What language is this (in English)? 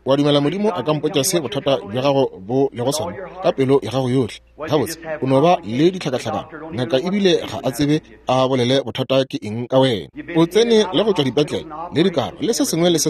Northern Sotho